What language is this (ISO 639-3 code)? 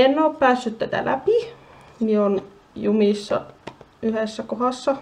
fin